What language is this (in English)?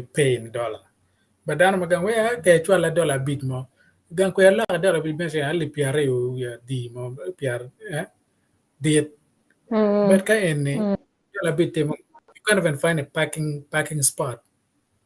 Acoli